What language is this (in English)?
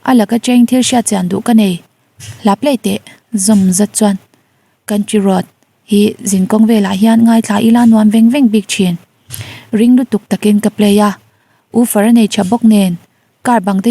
Mizo